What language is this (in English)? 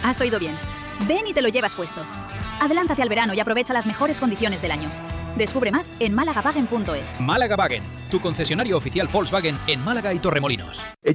Spanish